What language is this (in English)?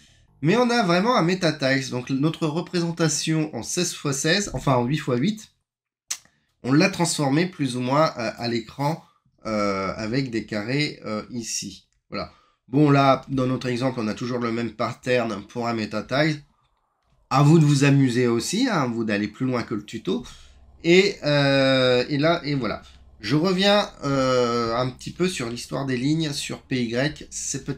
French